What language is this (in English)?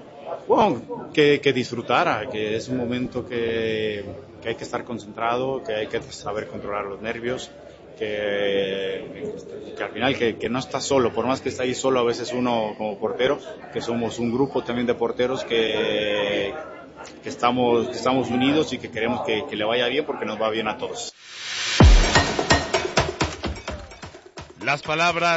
Spanish